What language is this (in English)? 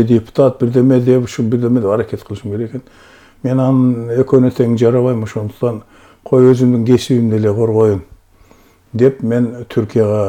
Kyrgyz